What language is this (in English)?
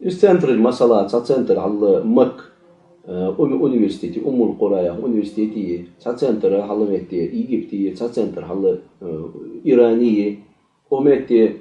Ingush